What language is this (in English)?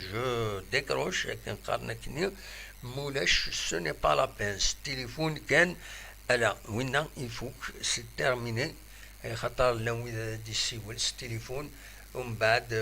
Kabyle